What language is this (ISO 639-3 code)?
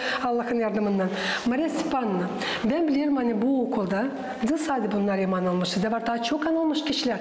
gag